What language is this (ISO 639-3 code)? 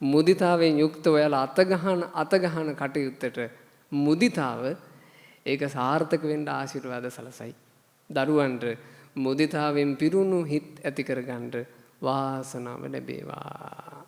sin